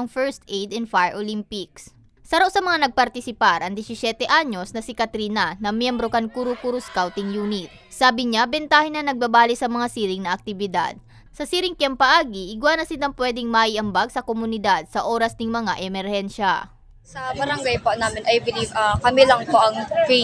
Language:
Bikol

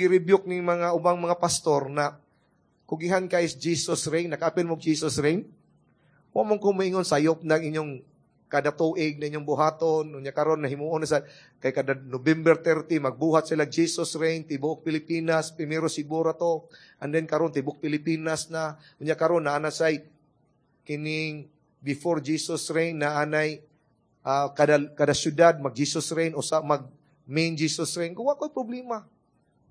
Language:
Cebuano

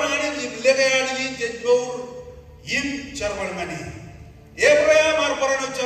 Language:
Marshallese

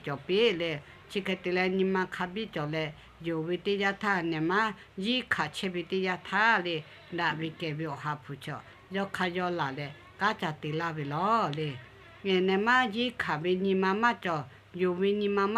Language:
Lahu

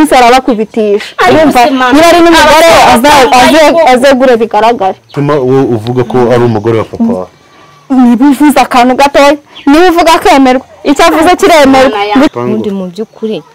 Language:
Kinyarwanda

